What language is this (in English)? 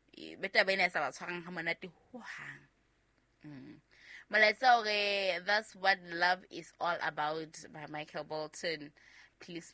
Southern Sotho